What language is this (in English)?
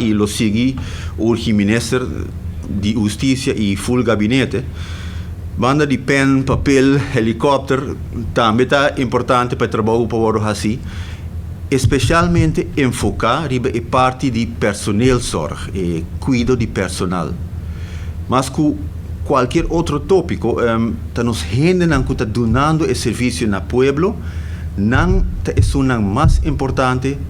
Papiamento